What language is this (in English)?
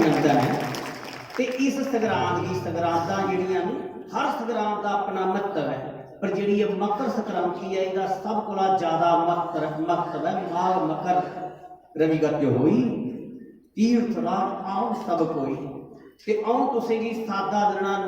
Dogri